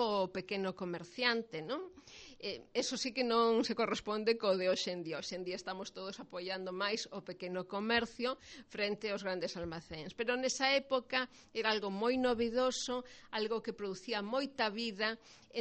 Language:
Galician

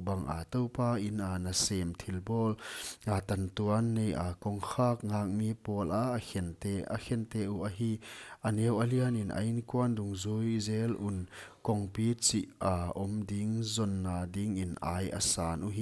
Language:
Paite Chin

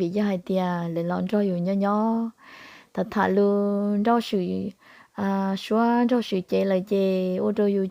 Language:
Hmong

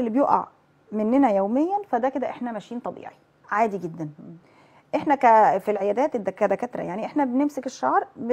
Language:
Egyptian Arabic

